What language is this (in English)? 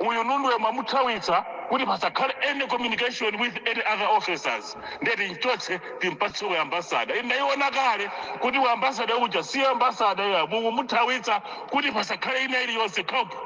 Nyanja